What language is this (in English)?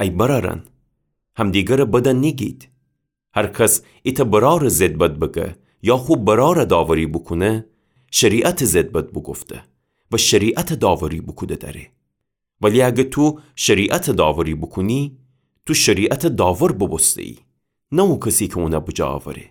Gilaki